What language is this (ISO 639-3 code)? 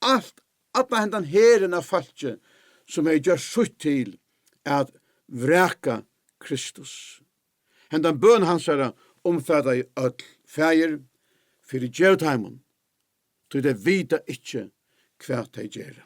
fao